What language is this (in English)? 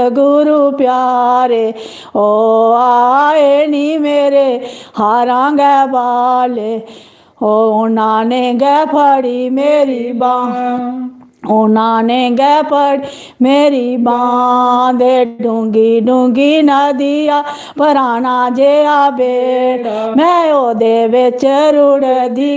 Dogri